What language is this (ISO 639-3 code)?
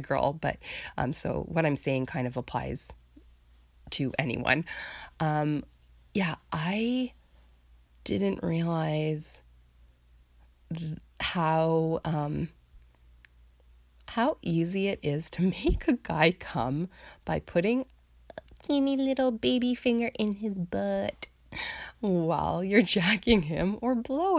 eng